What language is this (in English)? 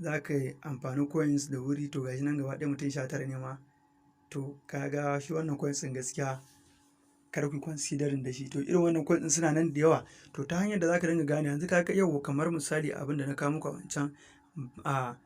Hausa